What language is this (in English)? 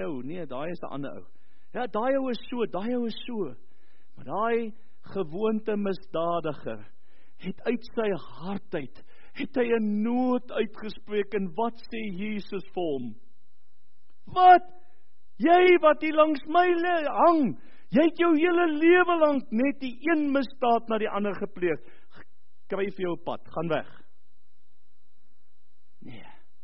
Afrikaans